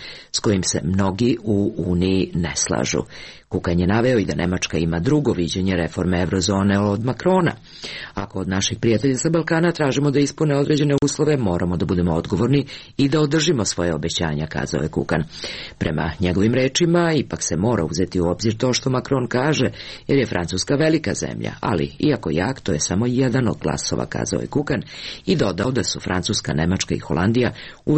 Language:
Serbian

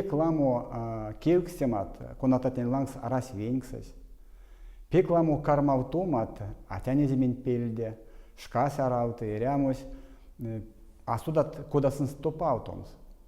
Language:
Erzya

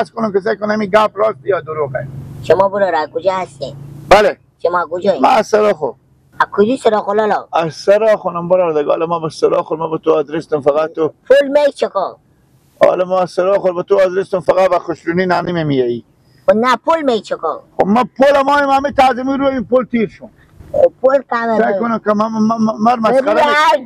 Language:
Persian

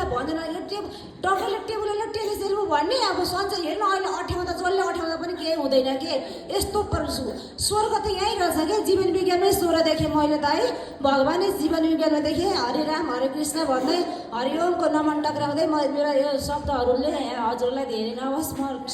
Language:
Nepali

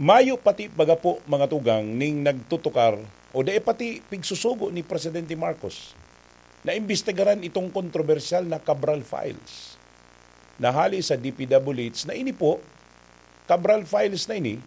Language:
Bikol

